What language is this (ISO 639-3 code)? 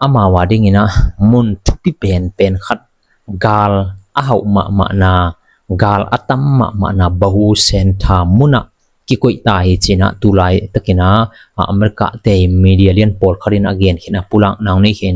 ctd